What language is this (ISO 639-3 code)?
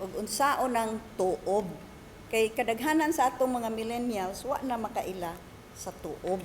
ceb